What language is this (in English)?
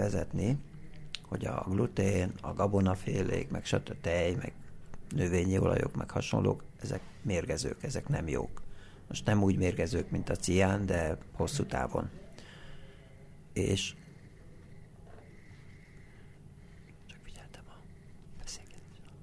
Hungarian